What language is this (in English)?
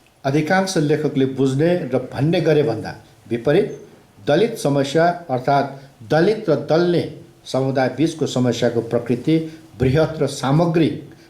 Nepali